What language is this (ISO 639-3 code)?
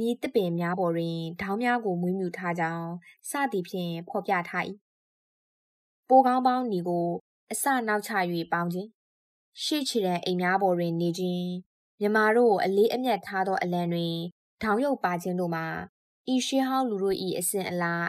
mya